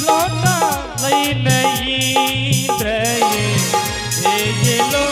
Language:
Angika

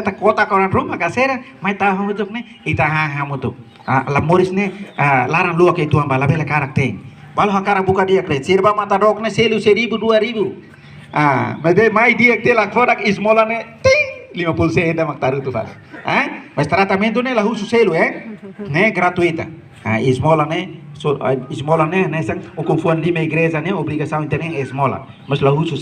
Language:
Tetum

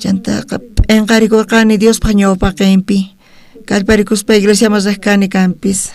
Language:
South Bolivian Quechua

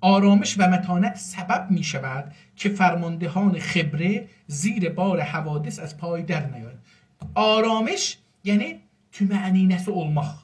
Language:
South Azerbaijani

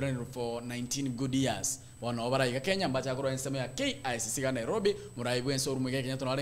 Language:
Gusii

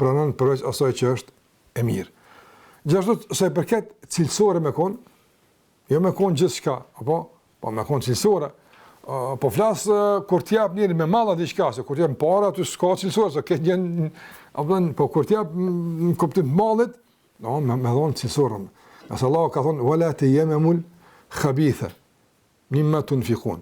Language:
Albanian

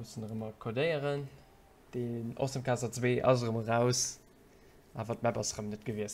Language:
Luxembourgish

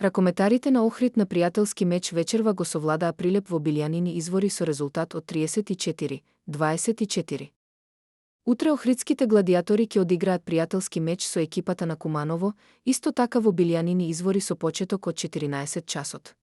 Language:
Macedonian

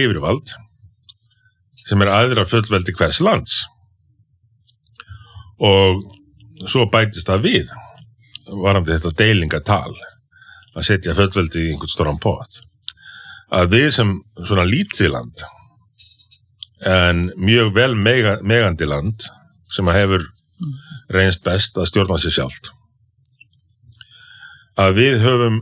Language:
Icelandic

